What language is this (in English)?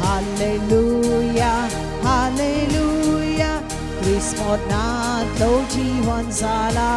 Konkani